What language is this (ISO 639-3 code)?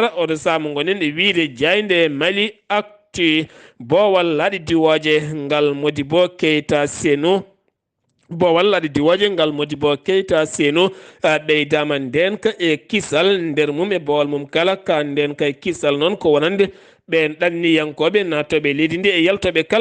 ful